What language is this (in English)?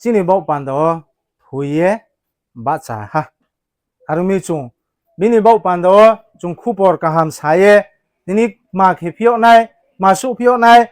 Riang (India)